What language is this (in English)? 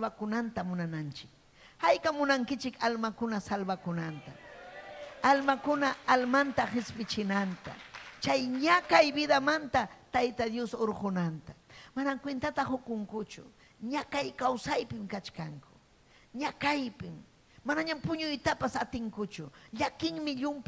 Ayacucho Quechua